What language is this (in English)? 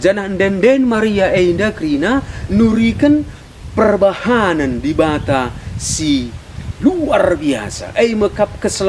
Batak Karo